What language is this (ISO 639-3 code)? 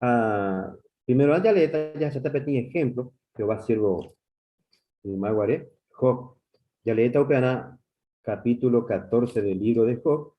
grn